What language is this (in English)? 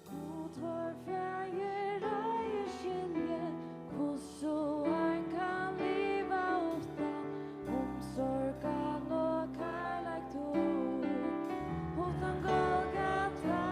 Faroese